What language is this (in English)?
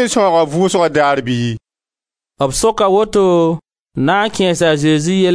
Mossi